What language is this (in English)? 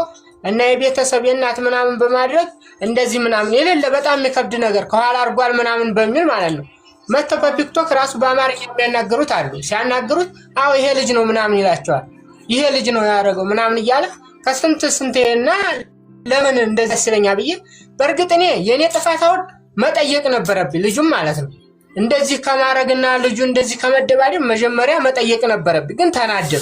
Amharic